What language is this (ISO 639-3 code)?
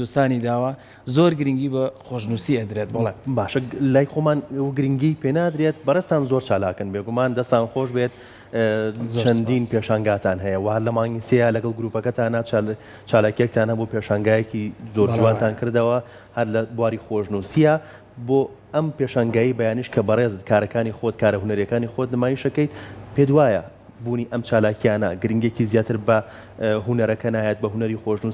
ckb